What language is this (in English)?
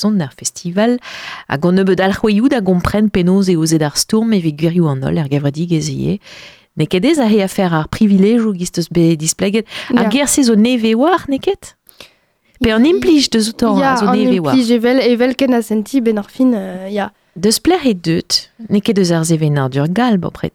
Breton